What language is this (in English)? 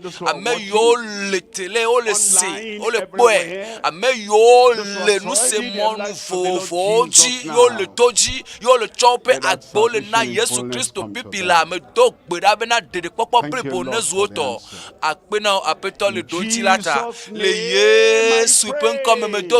Ewe